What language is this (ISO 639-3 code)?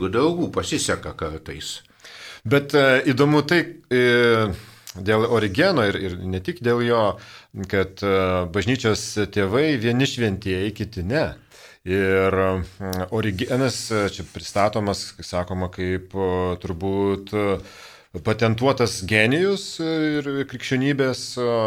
lit